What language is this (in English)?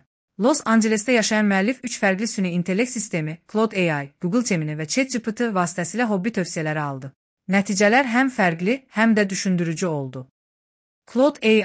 Azerbaijani